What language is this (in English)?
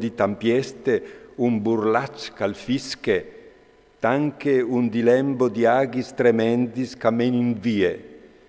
Friulian